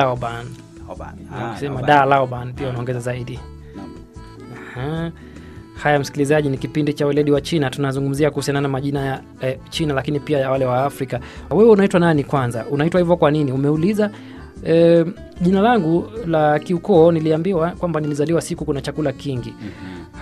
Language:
Swahili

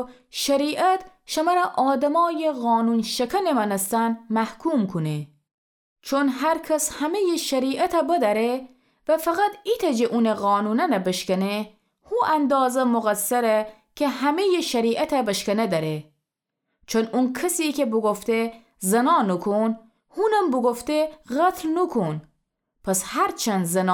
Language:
Gilaki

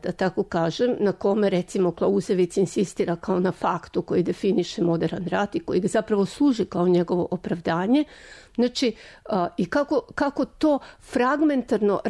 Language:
Serbian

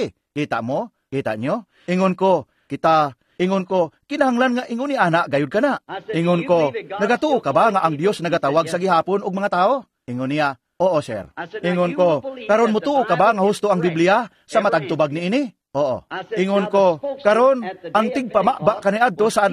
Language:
Cebuano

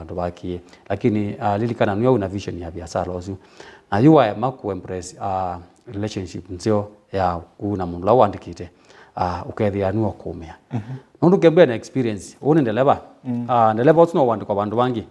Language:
Kamba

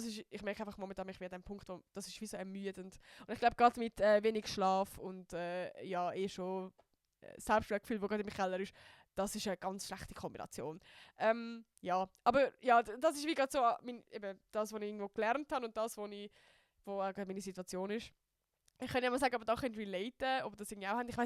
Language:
Swiss German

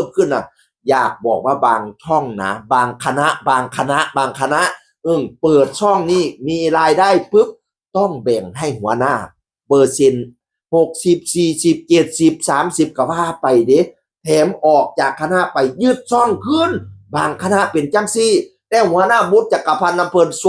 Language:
Northeastern Thai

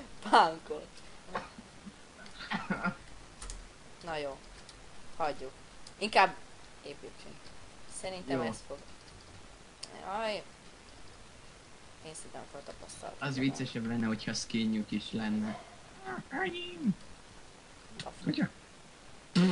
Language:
Hungarian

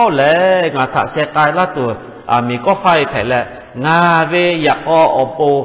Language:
Lahu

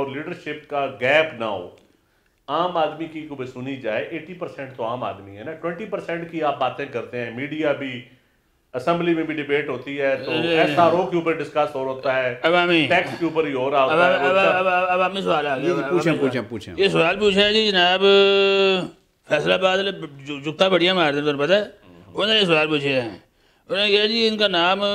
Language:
Urdu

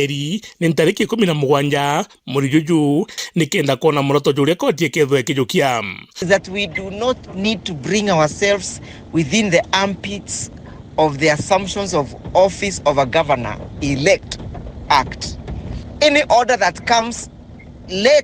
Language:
Meru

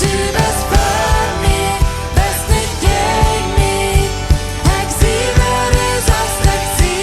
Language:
Plautdietsch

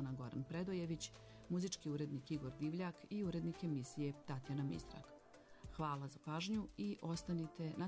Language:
Serbian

